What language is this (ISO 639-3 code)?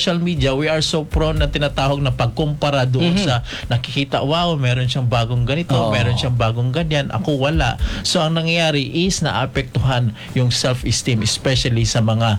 fil